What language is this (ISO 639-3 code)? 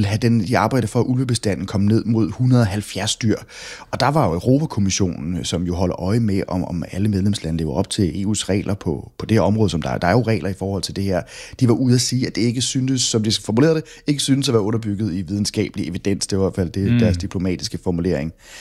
dan